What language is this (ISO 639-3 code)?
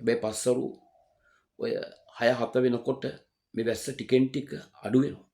sin